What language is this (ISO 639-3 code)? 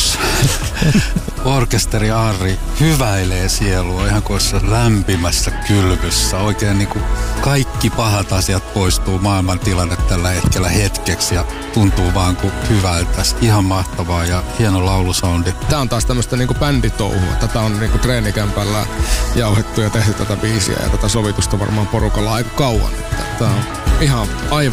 fin